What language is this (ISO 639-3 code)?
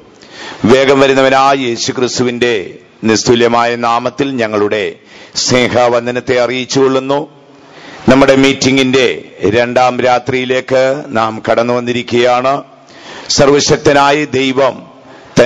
mal